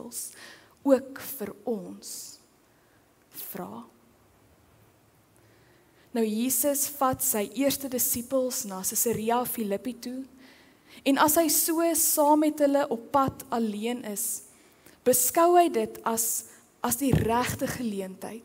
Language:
Afrikaans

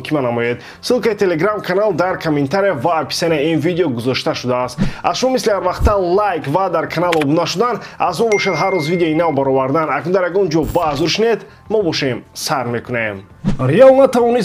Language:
Tajik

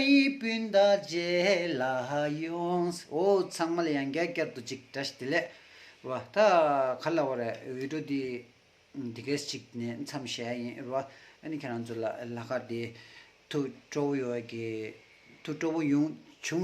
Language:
Tibetan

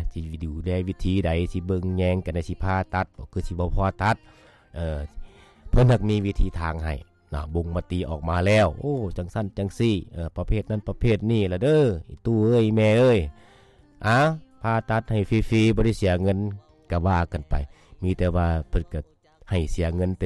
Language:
Lao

